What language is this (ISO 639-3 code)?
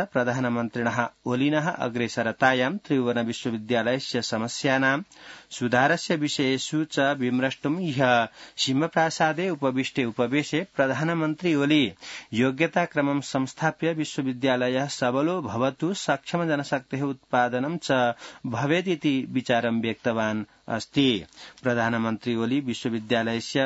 san